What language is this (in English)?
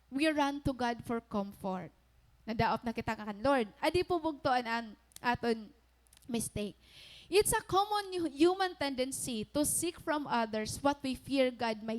Waray